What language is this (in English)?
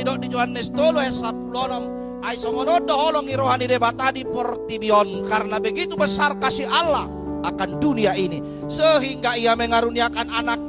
Batak Toba